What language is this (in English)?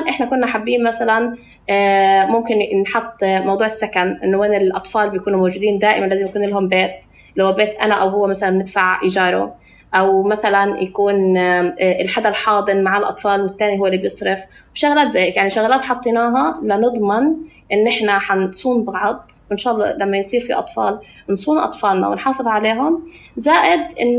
North Levantine Arabic